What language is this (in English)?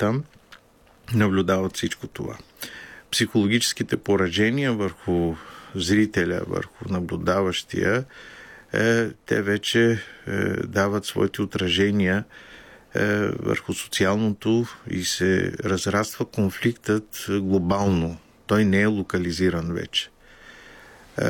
Bulgarian